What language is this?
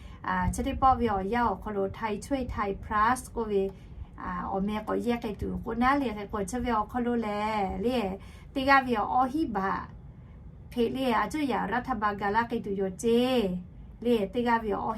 Lahu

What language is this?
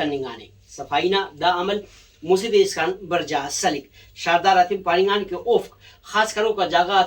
Brahui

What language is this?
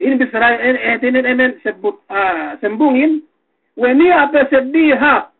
Yakan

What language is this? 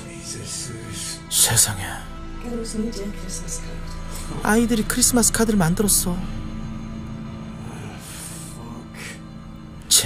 Korean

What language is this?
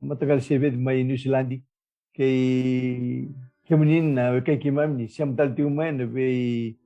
Fijian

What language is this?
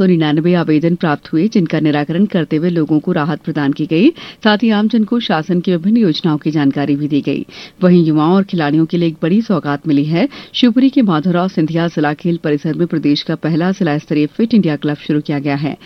Hindi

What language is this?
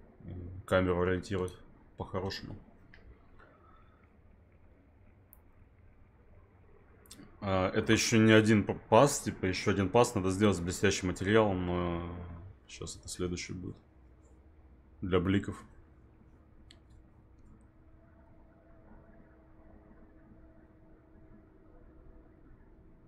Russian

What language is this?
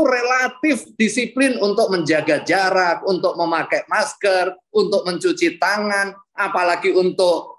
Indonesian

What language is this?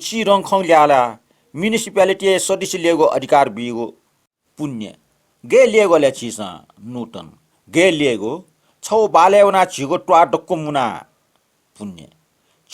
Newari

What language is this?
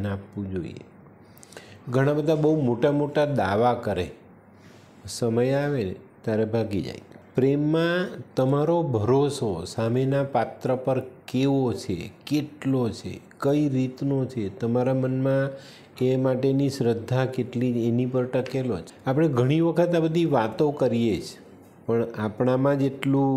Gujarati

